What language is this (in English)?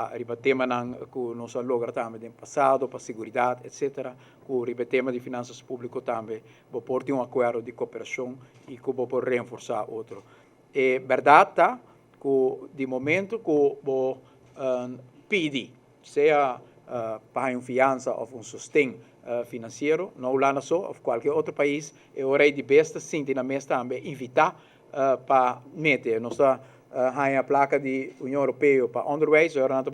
Papiamento